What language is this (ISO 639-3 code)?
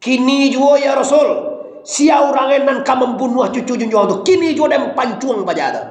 min